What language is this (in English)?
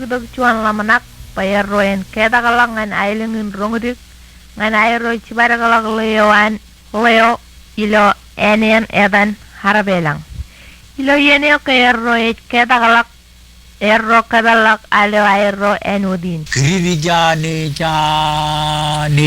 Marshallese